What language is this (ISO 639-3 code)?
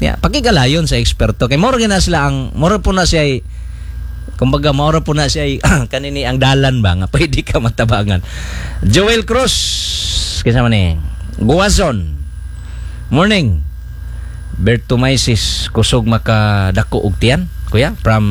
ceb